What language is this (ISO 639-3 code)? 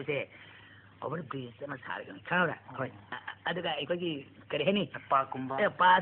mni